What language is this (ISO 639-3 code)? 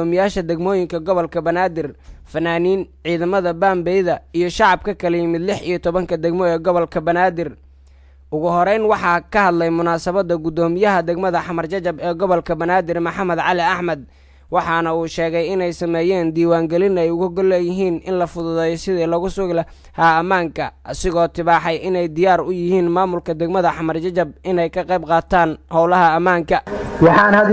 som